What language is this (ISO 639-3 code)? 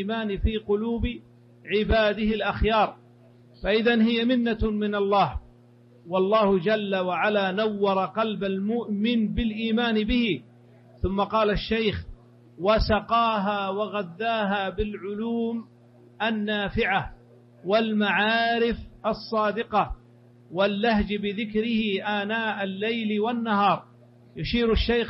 ara